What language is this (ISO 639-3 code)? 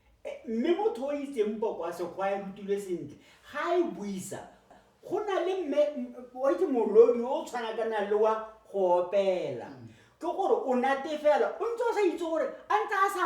tsn